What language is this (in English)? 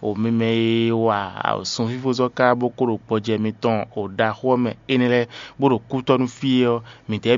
Fon